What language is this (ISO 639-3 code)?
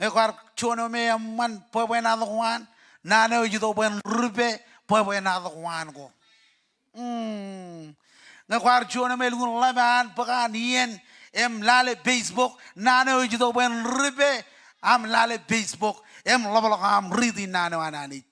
mah